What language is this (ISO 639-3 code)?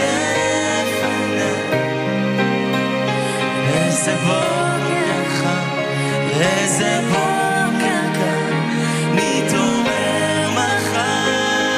heb